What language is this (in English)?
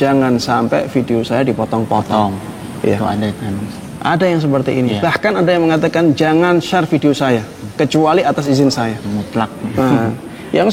Indonesian